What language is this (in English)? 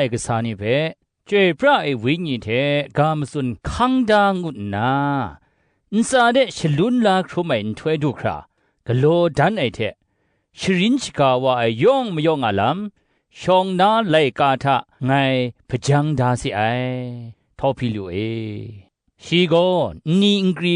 Kachin